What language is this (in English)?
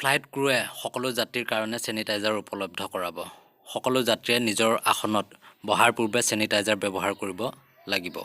Assamese